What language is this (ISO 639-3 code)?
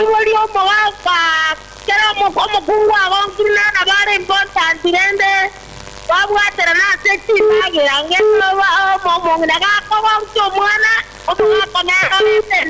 guz